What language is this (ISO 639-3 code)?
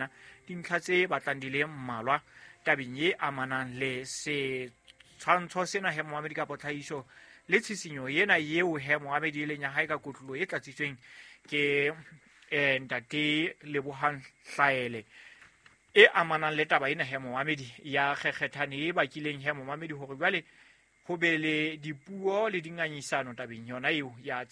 sot